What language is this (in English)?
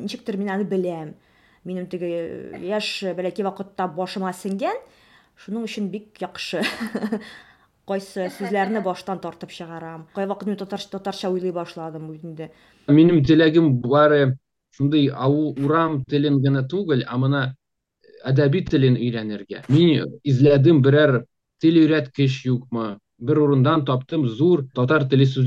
Tatar